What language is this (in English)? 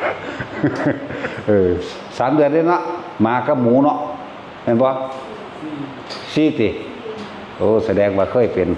Northeastern Thai